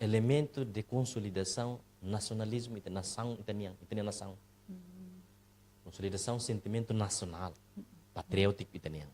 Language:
Tetum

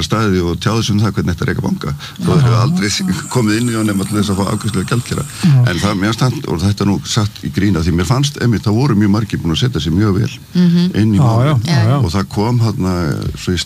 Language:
Icelandic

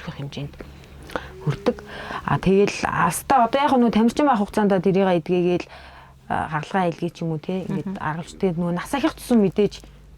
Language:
Mongolian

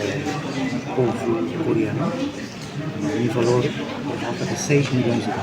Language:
Tetum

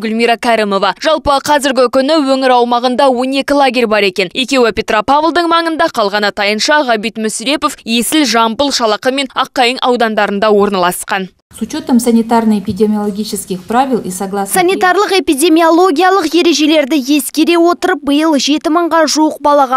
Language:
Kazakh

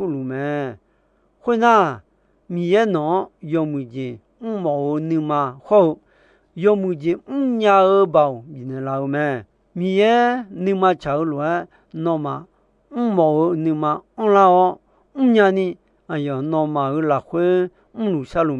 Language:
Akha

